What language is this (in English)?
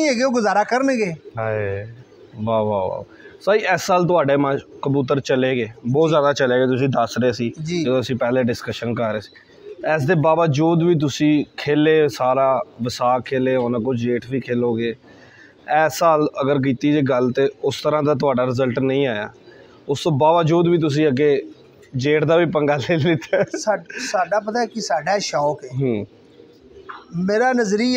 Punjabi